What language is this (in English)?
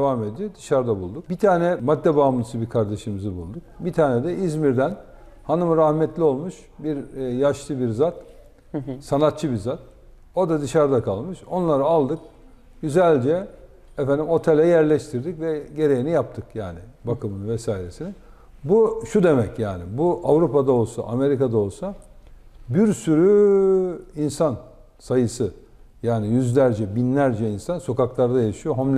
Turkish